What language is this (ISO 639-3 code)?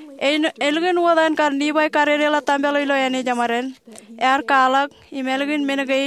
mah